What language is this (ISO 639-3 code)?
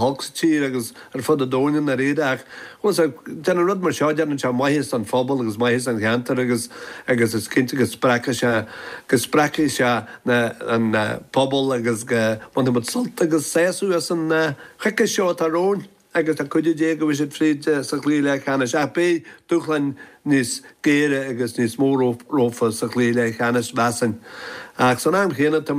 gle